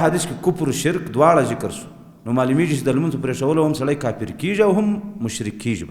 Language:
Pashto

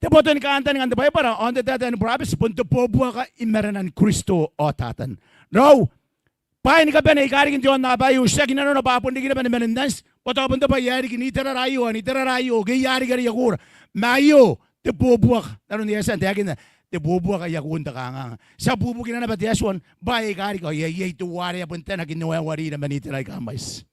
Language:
Gilbertese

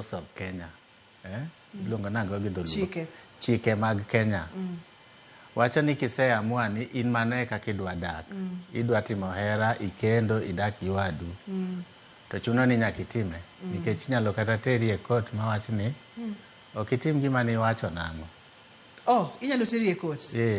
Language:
Luo (Kenya and Tanzania)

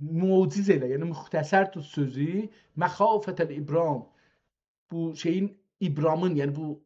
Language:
South Azerbaijani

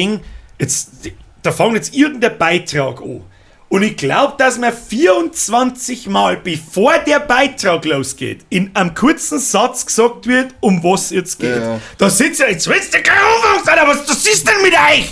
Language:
Bavarian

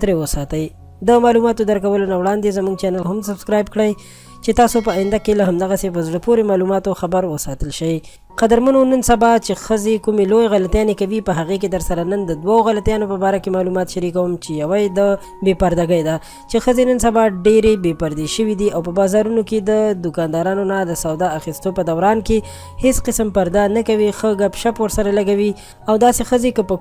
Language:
Pashto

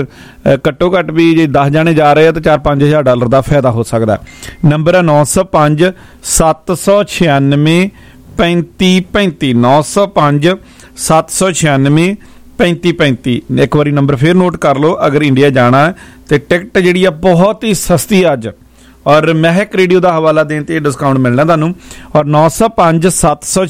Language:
Punjabi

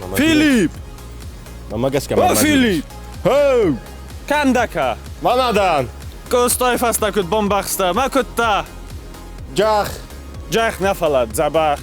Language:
Ossetic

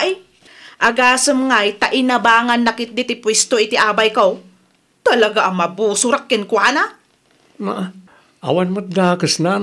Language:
Iloko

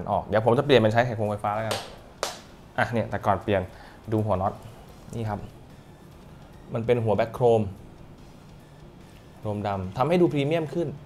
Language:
Thai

